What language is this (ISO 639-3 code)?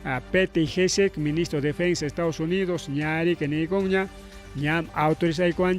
quy